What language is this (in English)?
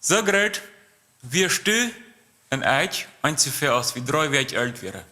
Plautdietsch